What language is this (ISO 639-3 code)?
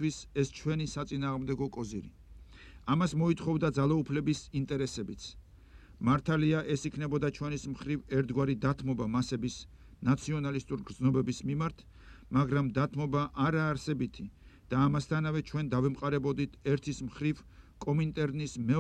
kat